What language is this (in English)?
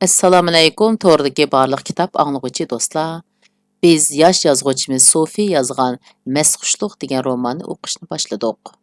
Uyghur